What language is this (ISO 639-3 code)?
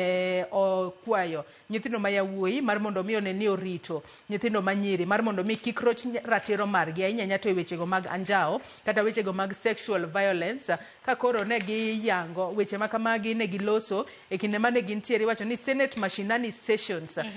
luo